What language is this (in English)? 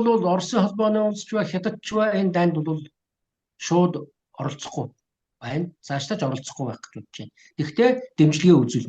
Mongolian